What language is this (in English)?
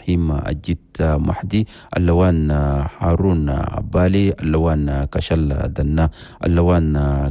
Chadian Arabic